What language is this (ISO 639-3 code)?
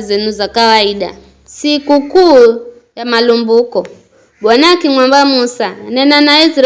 nyf